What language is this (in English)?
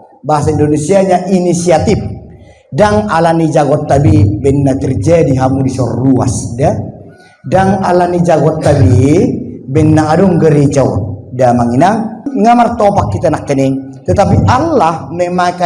Batak Toba